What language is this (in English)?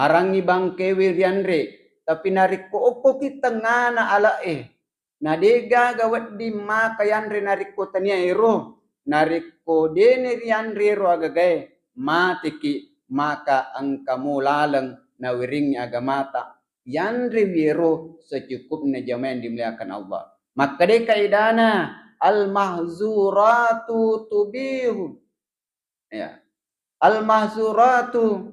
Buginese